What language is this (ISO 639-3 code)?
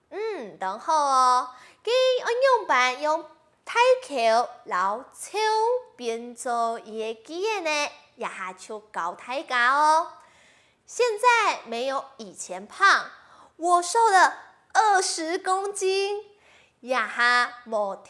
hak